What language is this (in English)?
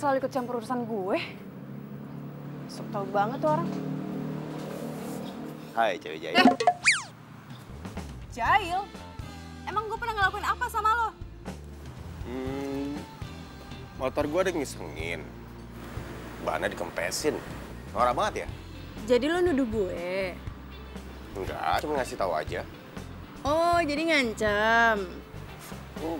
Indonesian